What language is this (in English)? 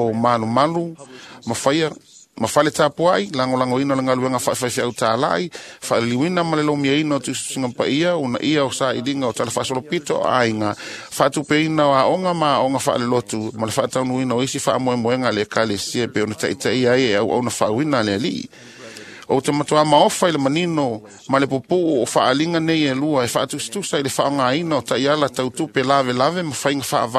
Samoan